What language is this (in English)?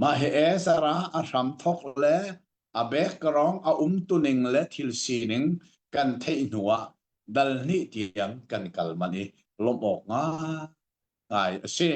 Hakha Chin